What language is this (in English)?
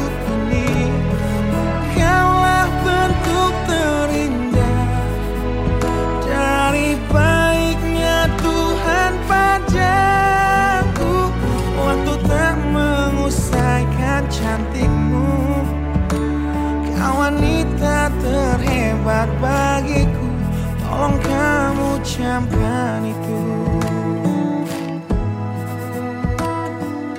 Indonesian